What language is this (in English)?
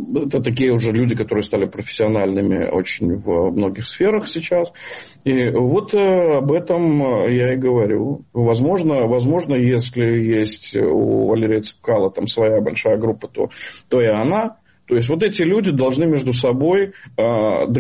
Russian